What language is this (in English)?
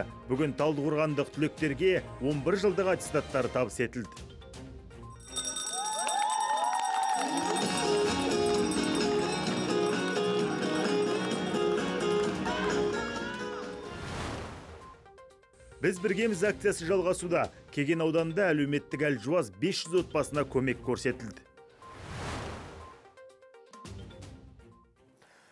Kazakh